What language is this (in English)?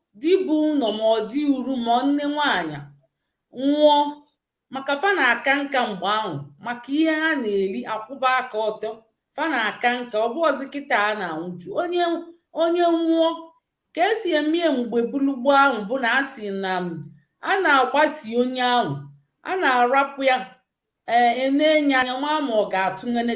Igbo